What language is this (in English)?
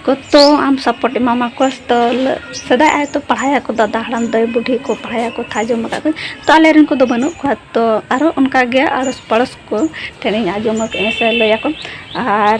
Santali